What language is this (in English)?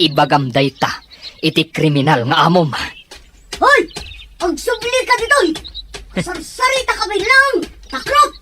Iloko